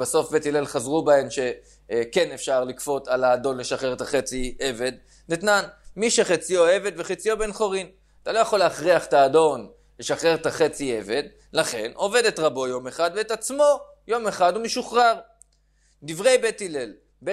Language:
Hebrew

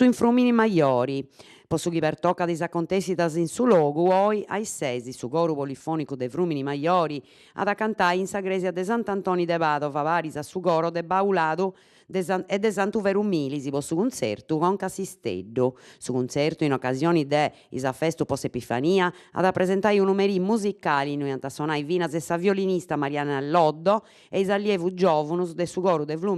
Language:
Sardinian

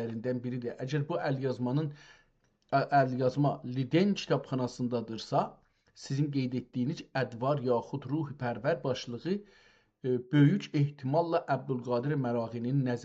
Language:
South Azerbaijani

